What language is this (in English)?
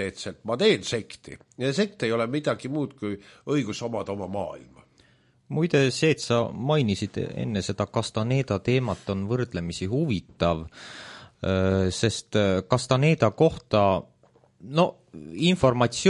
Estonian